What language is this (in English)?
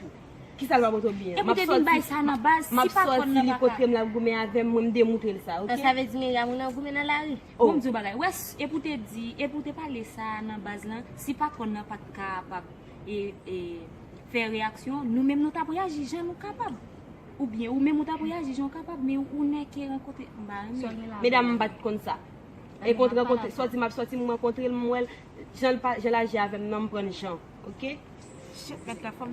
Haitian Creole